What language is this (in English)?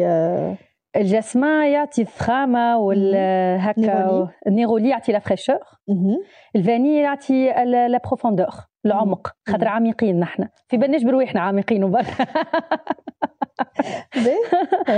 Tunisian Arabic